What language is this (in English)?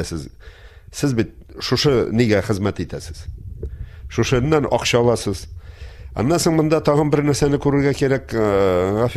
Tatar